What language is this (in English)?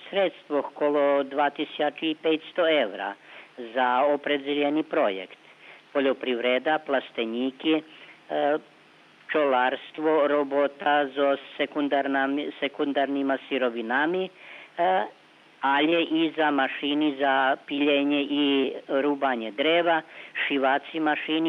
Rusyn